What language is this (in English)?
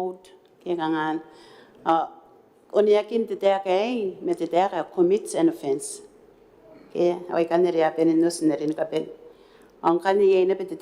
Gilbertese